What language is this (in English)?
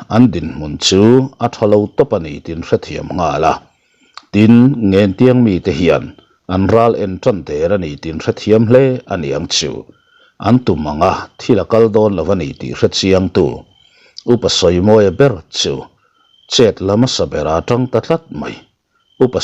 Mizo